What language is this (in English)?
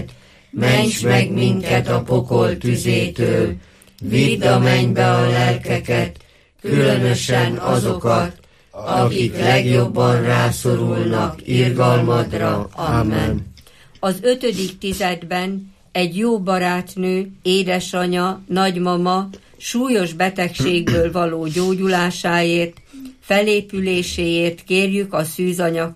Hungarian